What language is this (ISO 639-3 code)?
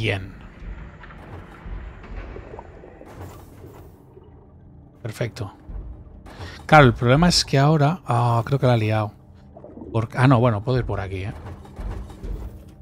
spa